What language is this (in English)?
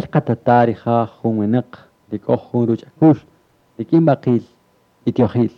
Kaqchikel